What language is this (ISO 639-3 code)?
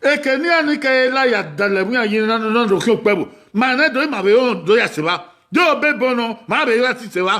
bin